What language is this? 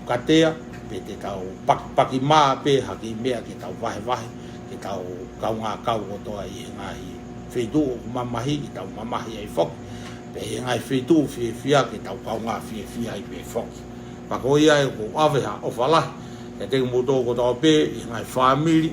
Tongan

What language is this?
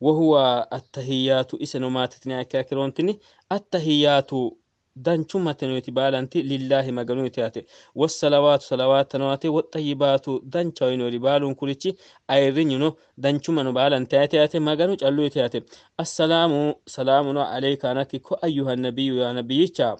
Sidamo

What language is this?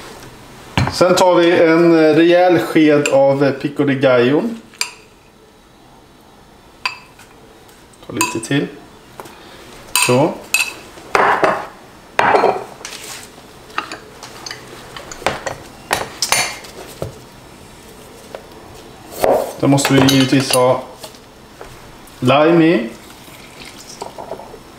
Swedish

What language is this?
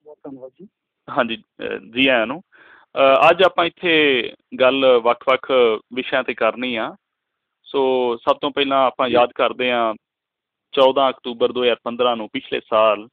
Punjabi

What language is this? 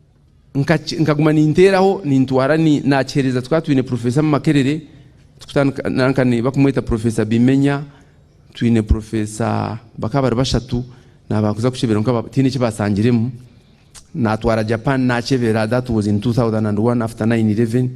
Nyankole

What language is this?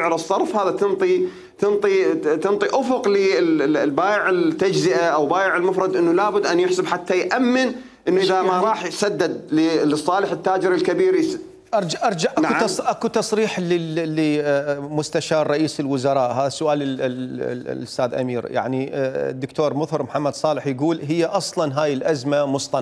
Mesopotamian Arabic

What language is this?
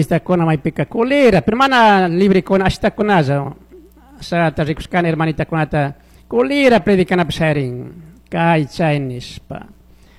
Chimborazo Highland Quichua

